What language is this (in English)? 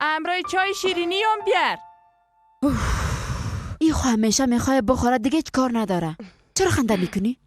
Persian